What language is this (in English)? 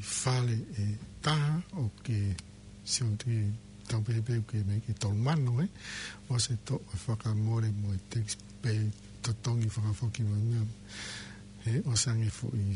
Tongan